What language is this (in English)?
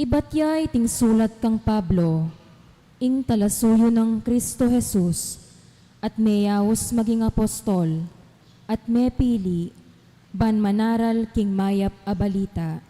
Pampanga